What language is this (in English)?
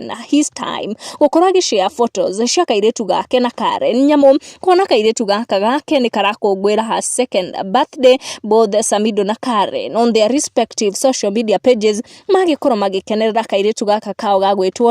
Kikuyu